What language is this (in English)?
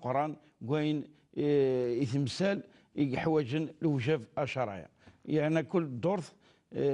Kabyle